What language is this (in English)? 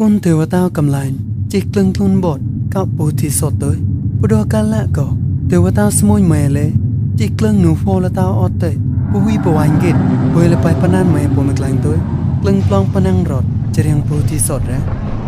Mon